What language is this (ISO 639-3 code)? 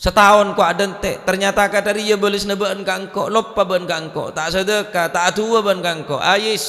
mad